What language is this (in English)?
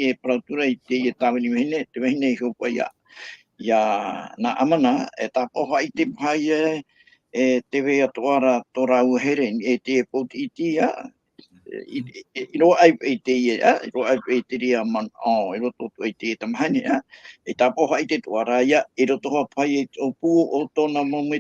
Tahitian